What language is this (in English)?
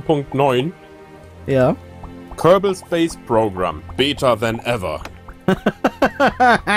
German